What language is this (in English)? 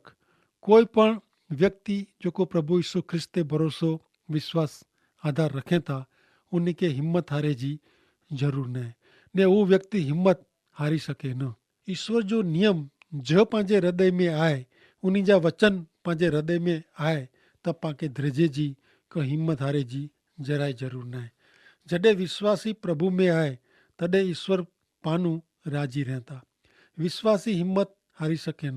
Kachhi